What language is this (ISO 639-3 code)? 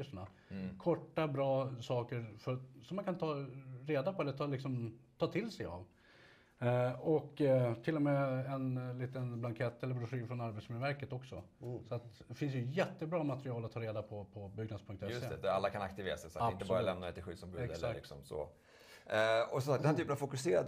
swe